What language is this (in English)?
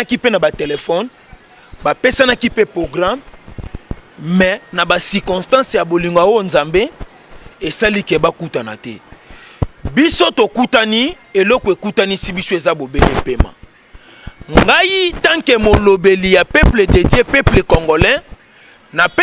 Lingala